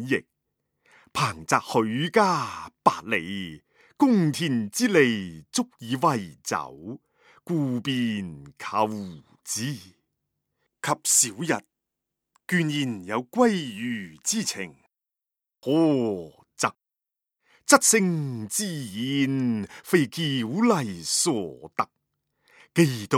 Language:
Cantonese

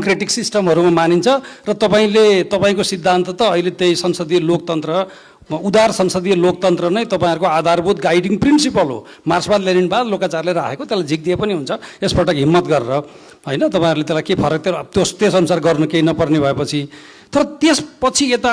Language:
Nepali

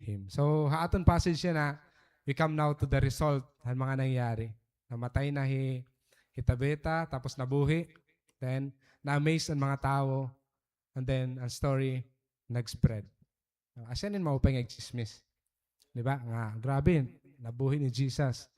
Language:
Waray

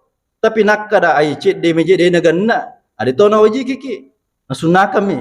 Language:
Buginese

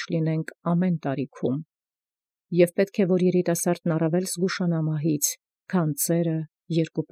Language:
Armenian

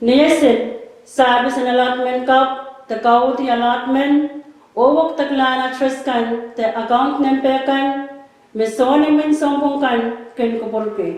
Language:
Pohnpeian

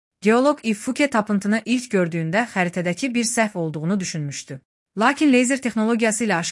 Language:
Azerbaijani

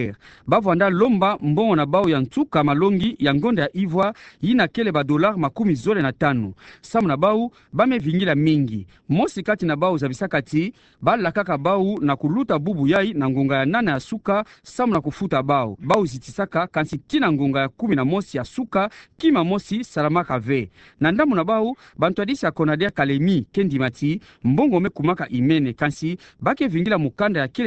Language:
Kituba (Democratic Republic of Congo)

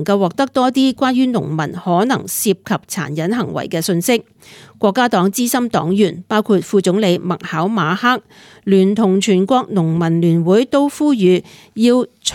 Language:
Cantonese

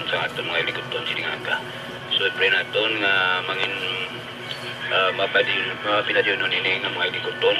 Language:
Hiligaynon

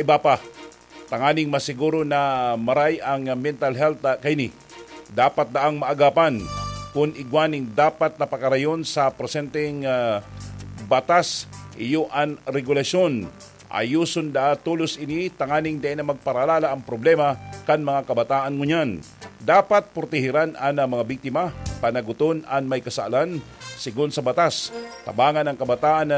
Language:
Bikol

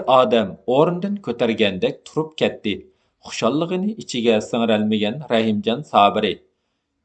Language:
Uyghur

